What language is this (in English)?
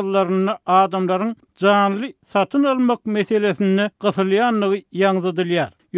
Turkmen